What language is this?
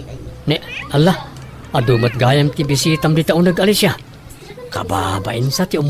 Iloko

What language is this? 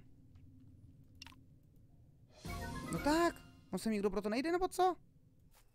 Czech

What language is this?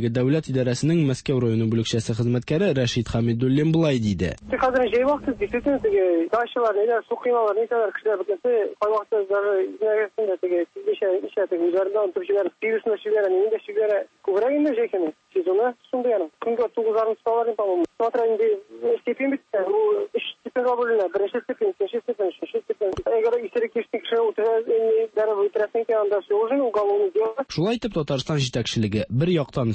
Tatar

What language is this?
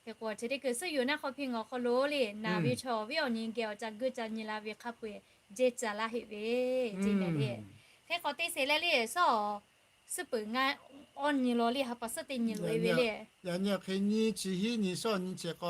Lahu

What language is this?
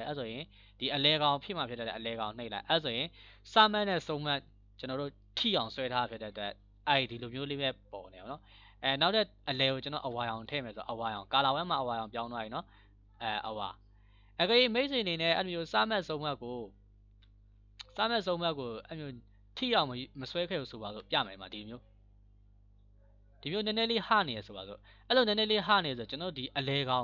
Burmese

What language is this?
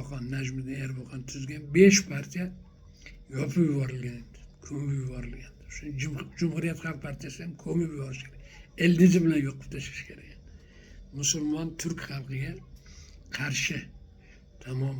Uzbek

